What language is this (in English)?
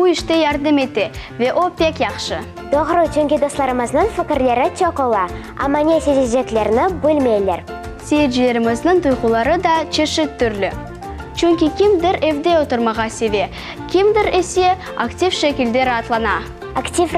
Crimean Tatar